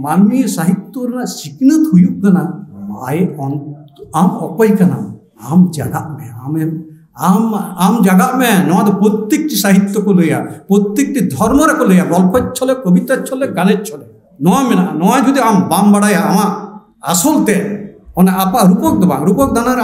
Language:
Santali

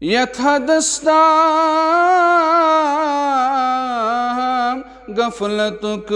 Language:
Kashmiri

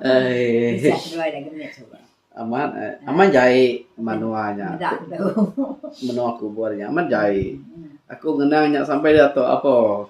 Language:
Iban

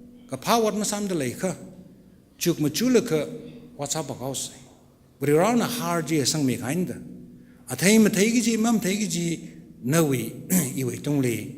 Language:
Tangkhul Naga (India)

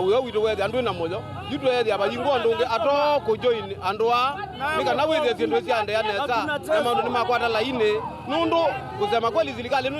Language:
Kamba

